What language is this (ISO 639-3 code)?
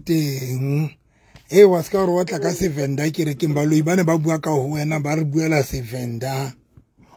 sot